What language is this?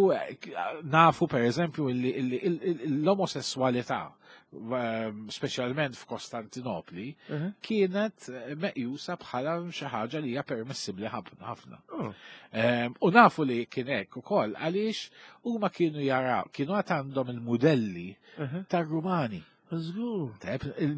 Maltese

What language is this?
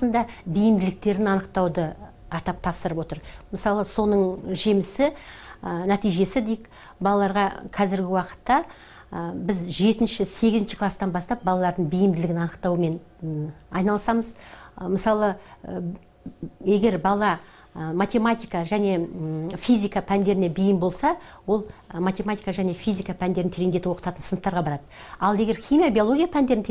Kazakh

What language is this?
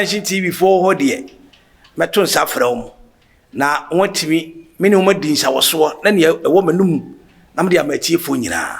Akan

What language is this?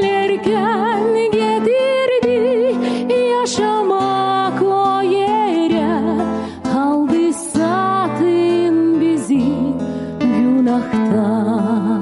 Gagauz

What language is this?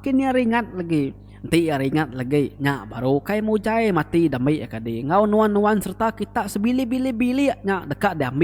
Iban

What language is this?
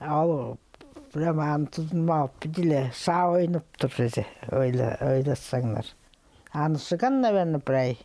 Khakas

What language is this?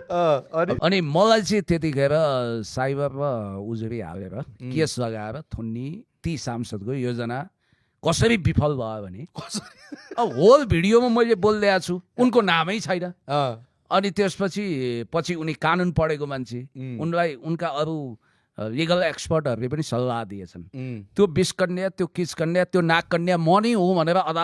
Nepali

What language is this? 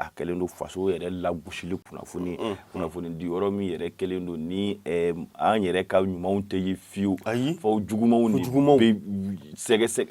Bambara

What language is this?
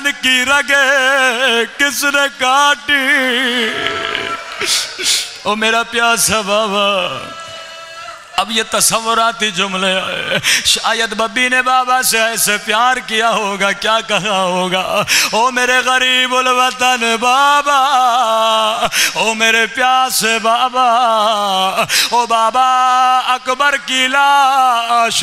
Urdu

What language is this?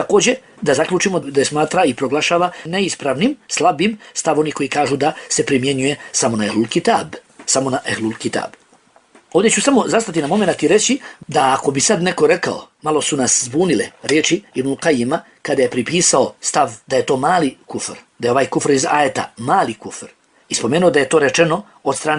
Bosnian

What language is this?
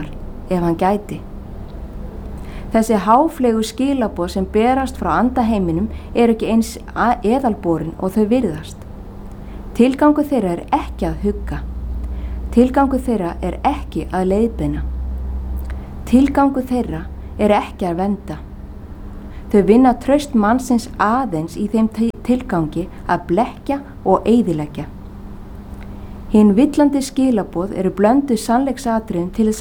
Icelandic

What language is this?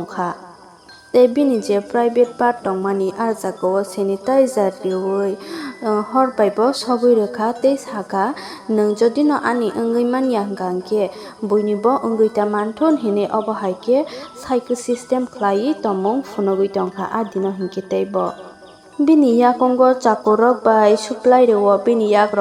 Kok Borok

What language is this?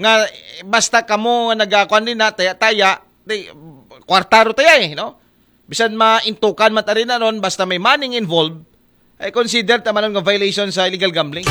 Aklanon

